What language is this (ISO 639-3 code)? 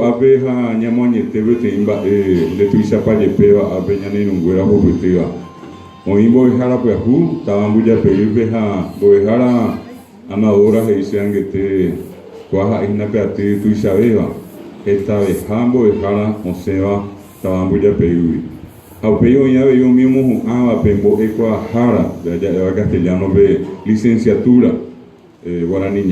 grn